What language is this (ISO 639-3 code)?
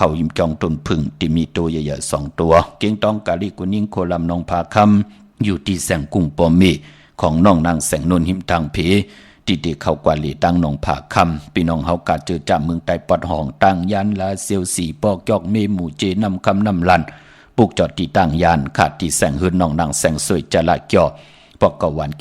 shn